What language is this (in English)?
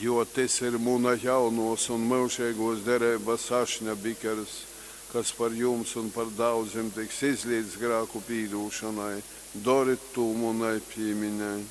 Latgalian